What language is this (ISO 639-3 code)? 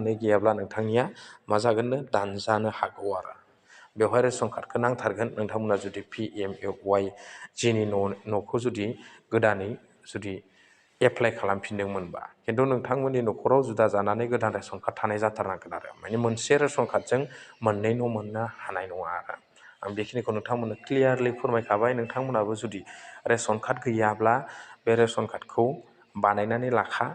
brx